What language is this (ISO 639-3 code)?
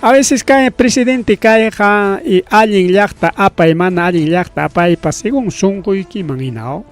quy